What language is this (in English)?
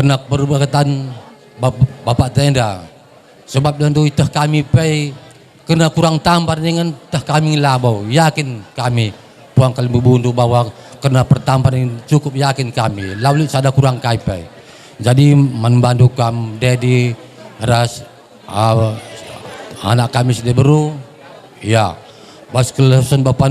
Batak Karo